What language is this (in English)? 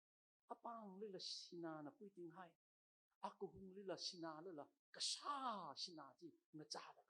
Tangkhul Naga (India)